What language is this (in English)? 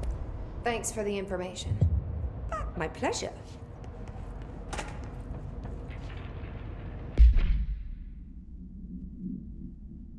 English